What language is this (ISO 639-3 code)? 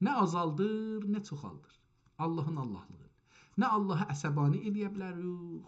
azb